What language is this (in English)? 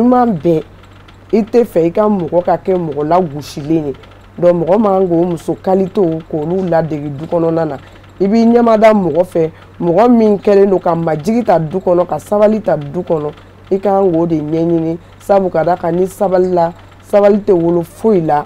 Bambara